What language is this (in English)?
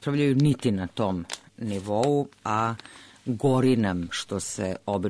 Serbian